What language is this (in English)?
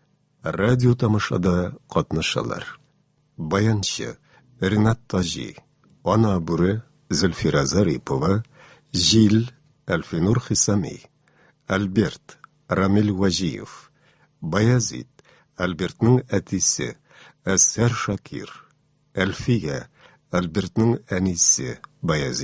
Tatar